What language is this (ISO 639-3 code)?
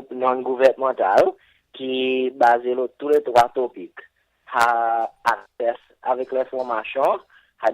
crs